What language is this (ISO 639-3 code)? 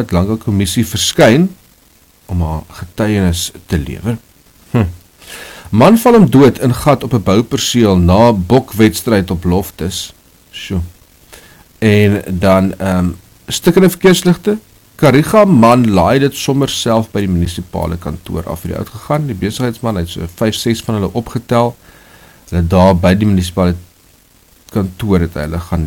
afr